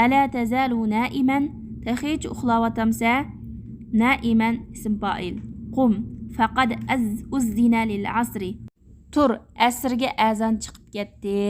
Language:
Uyghur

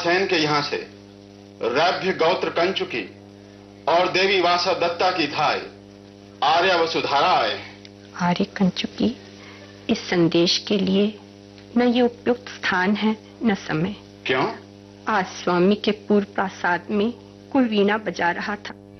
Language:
Hindi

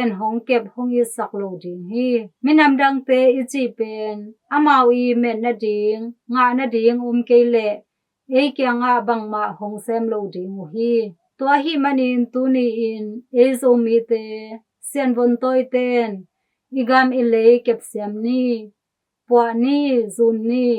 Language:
Tedim Chin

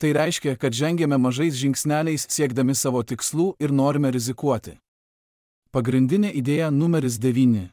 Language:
Lithuanian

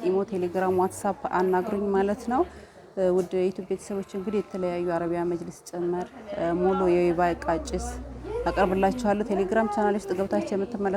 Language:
Amharic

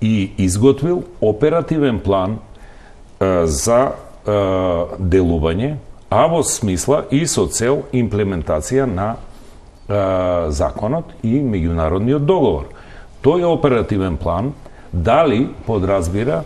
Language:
Macedonian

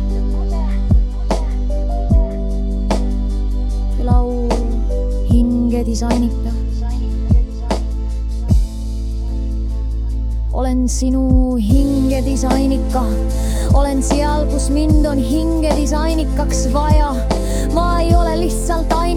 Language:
Estonian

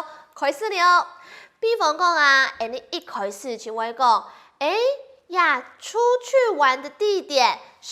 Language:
Hakka Chinese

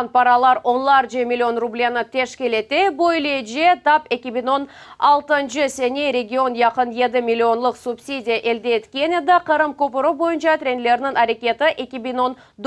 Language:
Crimean Tatar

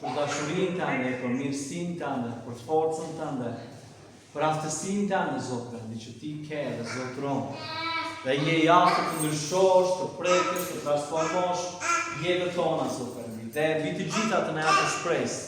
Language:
Albanian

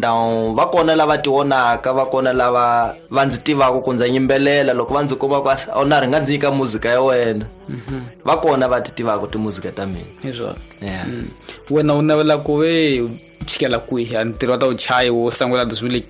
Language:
Tsonga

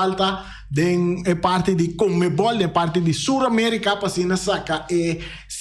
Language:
Papiamento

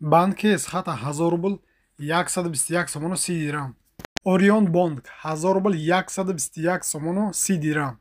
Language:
Tajik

